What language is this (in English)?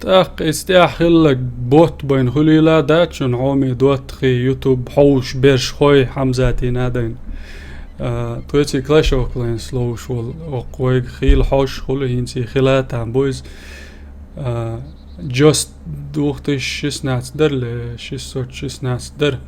Chechen